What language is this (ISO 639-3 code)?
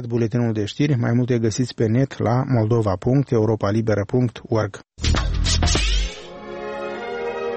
ron